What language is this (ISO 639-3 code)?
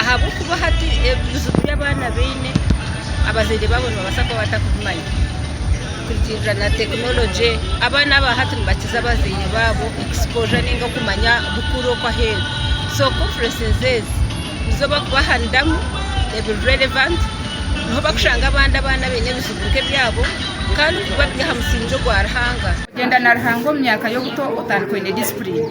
nyn